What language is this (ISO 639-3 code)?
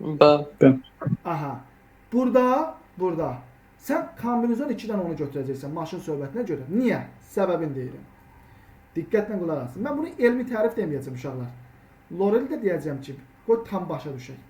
aze